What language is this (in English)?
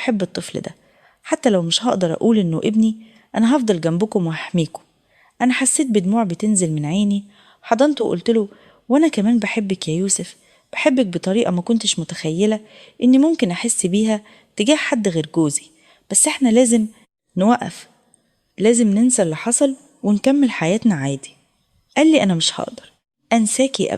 Egyptian Arabic